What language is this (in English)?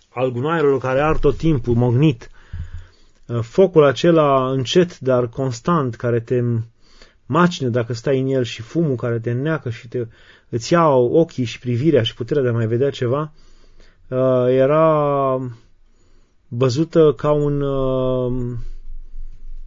Romanian